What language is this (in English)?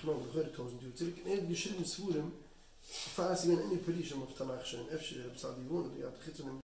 Yiddish